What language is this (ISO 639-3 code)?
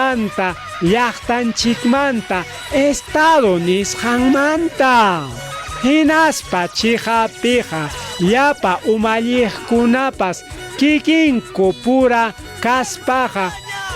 quy